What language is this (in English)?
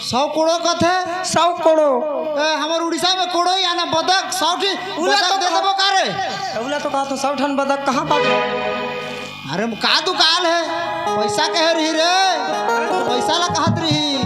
Chhattisgarhi